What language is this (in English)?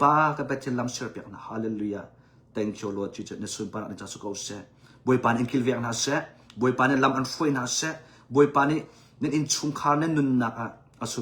Hakha Chin